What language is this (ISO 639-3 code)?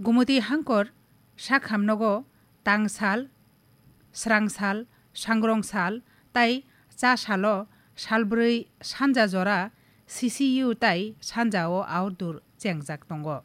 trp